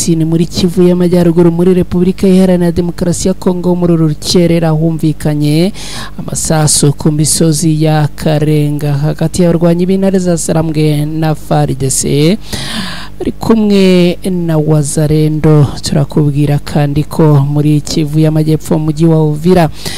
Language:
Kinyarwanda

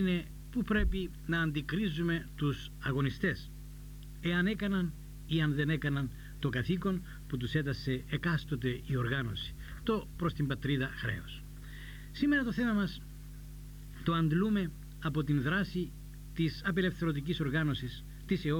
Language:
Greek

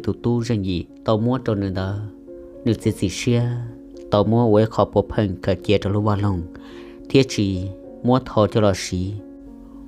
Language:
Hmong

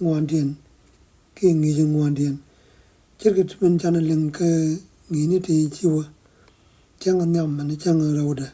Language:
Nuer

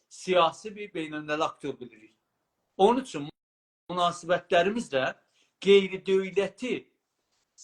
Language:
South Azerbaijani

